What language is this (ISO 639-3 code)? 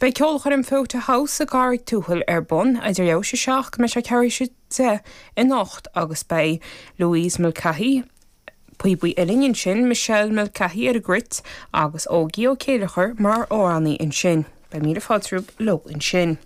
gle